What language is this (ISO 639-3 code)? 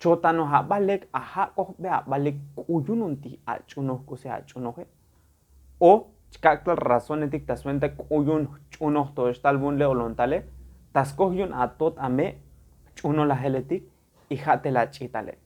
tzo